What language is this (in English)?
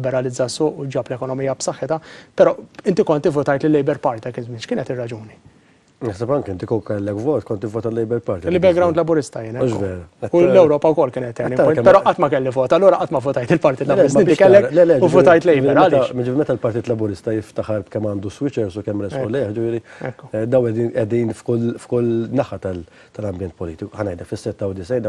Maltese